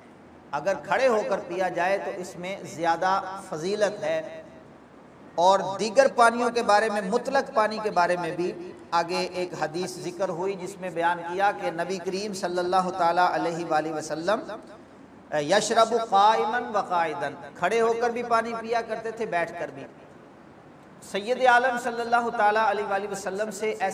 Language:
Urdu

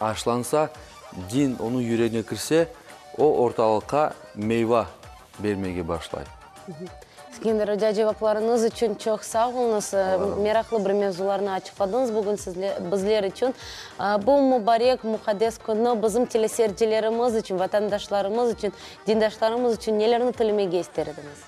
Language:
Crimean Tatar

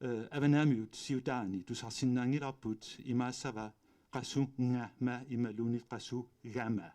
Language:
Kalaallisut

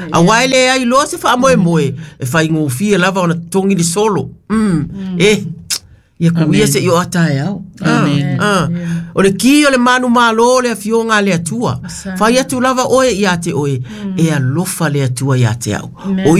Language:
Samoan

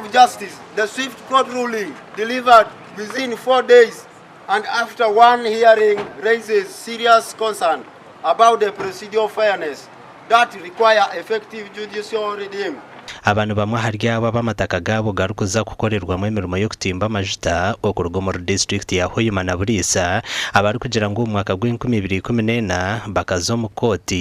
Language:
Nyankole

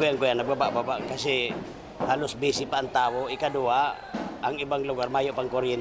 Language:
Bikol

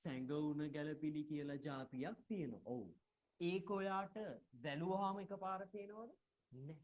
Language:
Sinhala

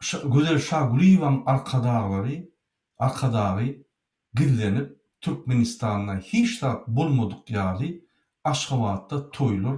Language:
Turkmen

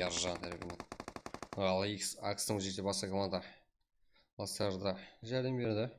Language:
Kara-Kalpak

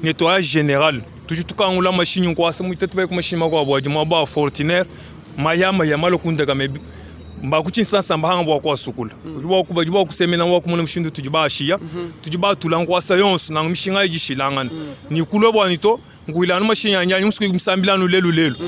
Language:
Luba-Lulua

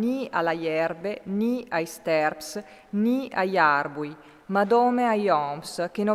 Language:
Friulian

